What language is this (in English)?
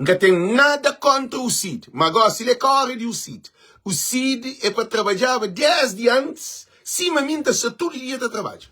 Kabuverdianu